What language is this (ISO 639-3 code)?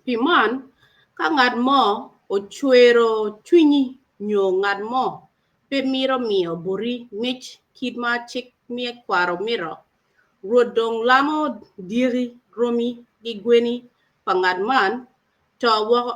ach